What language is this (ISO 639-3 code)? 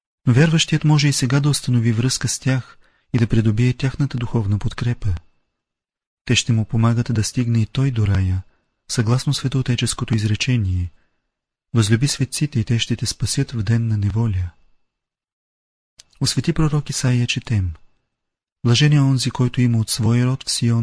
bul